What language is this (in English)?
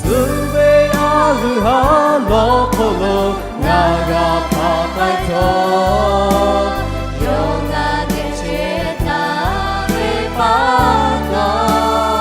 Lahu